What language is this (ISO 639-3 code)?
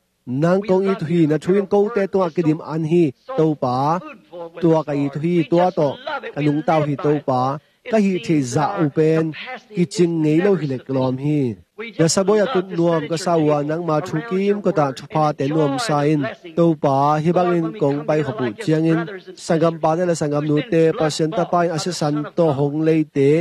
ctd